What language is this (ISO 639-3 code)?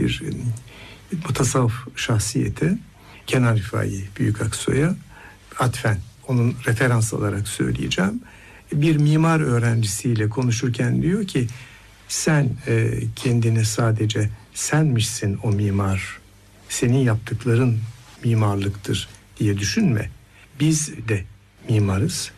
tur